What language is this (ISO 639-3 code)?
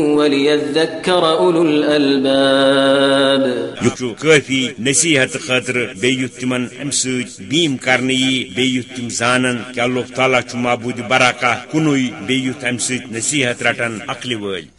kas